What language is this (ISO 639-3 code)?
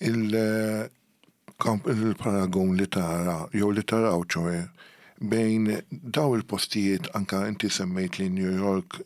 mlt